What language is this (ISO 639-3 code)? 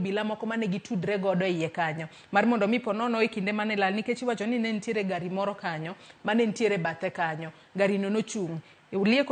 luo